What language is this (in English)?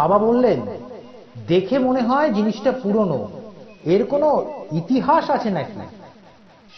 Bangla